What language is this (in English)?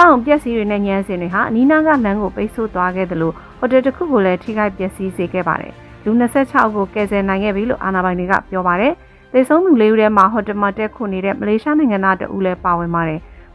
Burmese